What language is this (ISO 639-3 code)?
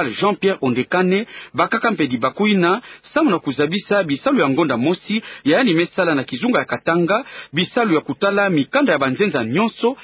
ktu